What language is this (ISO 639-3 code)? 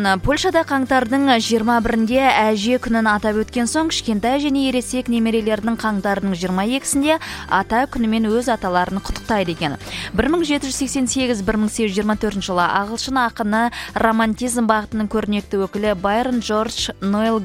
kaz